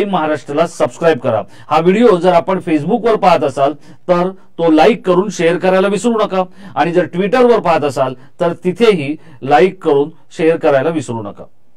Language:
Marathi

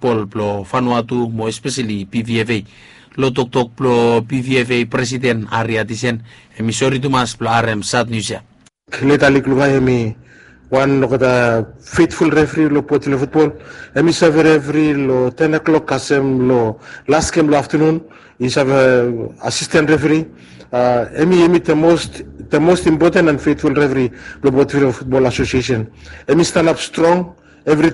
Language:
Bislama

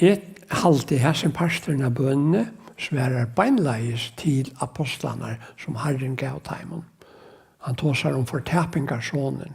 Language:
Faroese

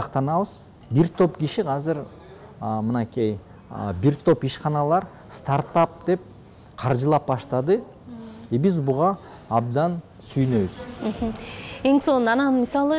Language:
Kyrgyz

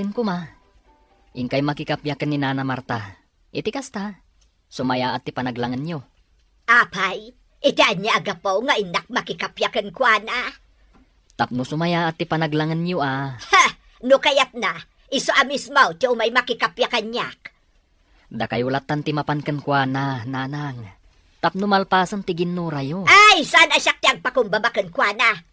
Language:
Iloko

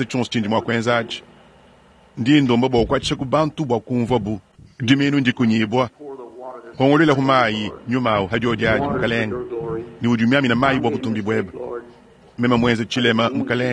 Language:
Luba-Lulua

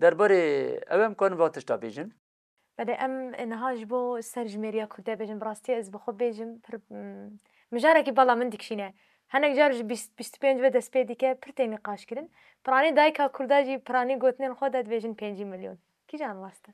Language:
Kurdish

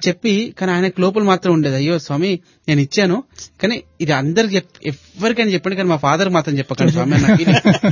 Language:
Telugu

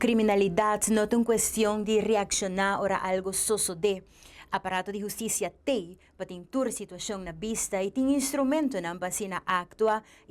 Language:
Papiamento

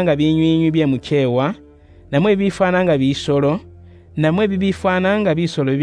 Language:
Luyia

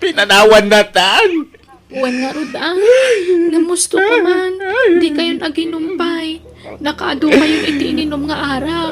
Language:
Iloko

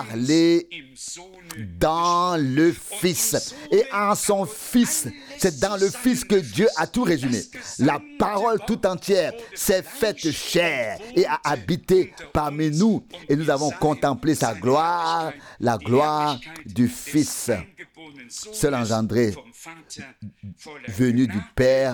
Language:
French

